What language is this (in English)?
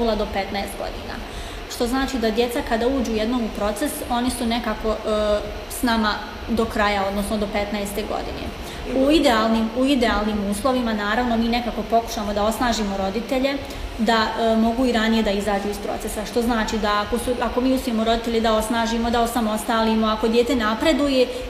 Bosnian